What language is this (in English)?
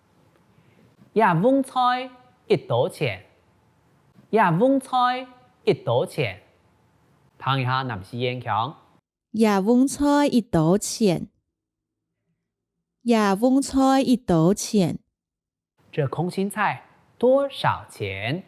Hakka Chinese